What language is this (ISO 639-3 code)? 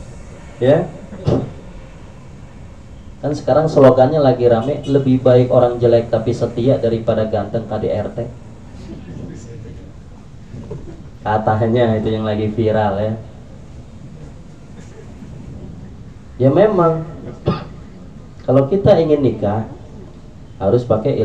ind